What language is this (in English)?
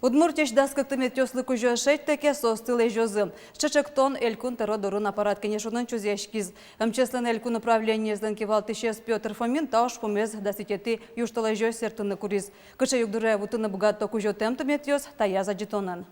Udmurt